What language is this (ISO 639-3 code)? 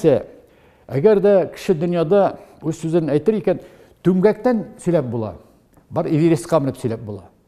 tat